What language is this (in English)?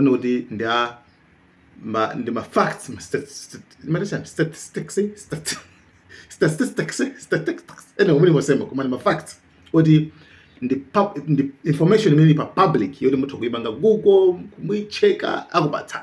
Nyanja